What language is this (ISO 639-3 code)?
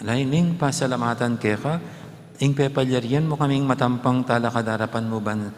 pam